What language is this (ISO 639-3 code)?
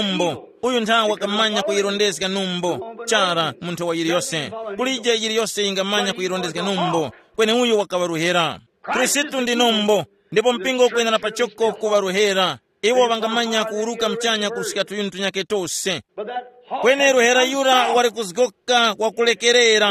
tum